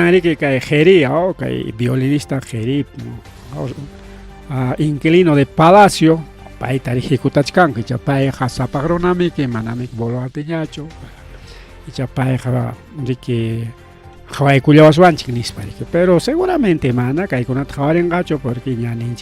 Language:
Ayacucho Quechua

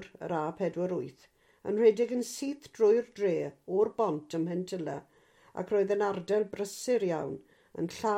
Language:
Welsh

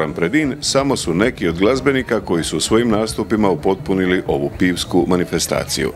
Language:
Croatian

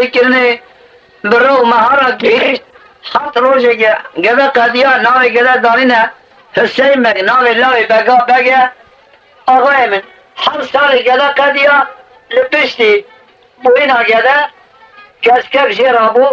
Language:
Kurdish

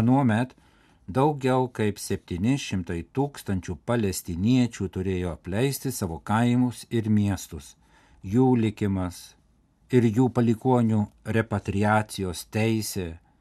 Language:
Lithuanian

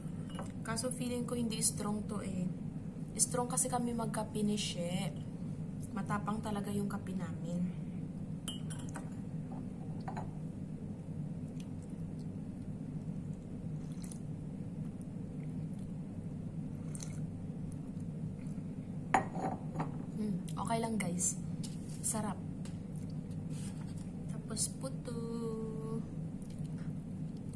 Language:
Filipino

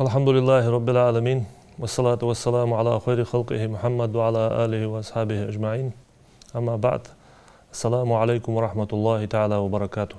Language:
Ingush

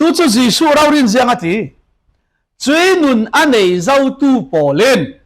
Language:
Falam Chin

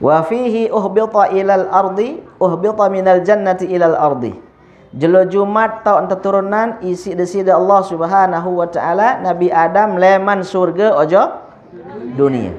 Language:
Sasak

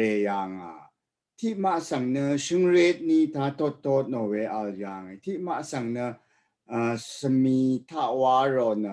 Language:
Rawang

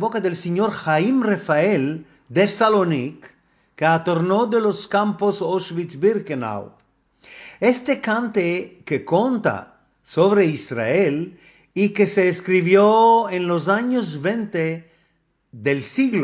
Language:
Ladino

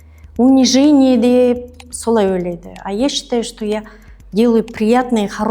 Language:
Kazakh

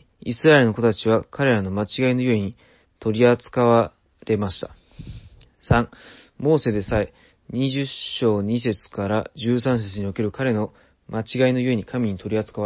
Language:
Japanese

